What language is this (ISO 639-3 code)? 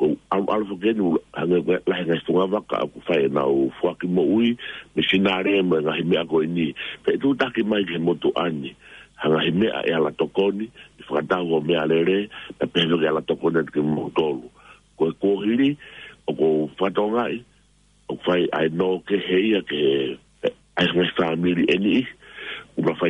ton